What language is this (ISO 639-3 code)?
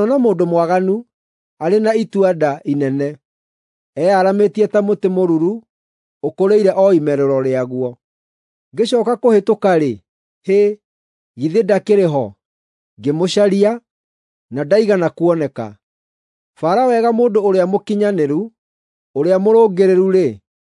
kik